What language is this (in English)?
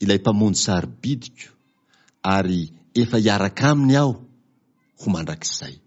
Malagasy